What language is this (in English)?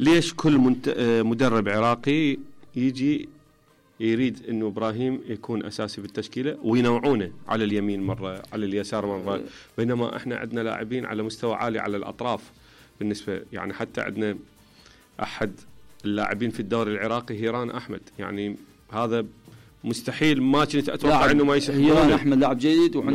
Mesopotamian Arabic